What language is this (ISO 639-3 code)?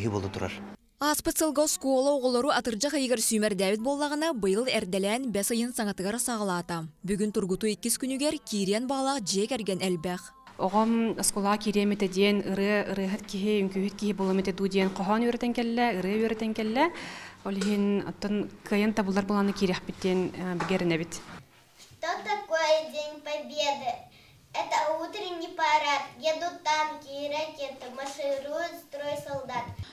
sah